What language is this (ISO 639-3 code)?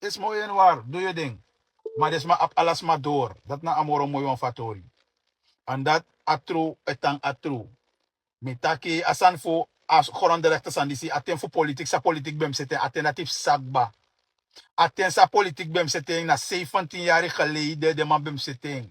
srn